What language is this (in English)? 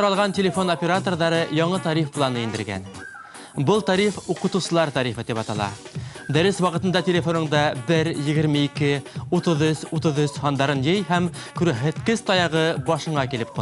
Bashkir